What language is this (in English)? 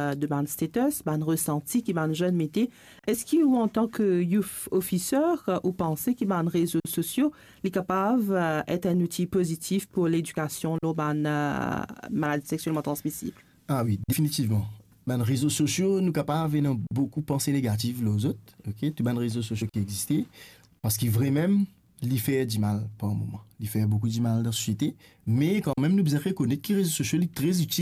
Morisyen